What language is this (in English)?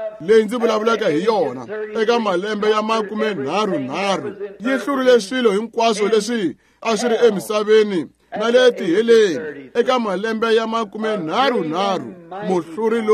Tsonga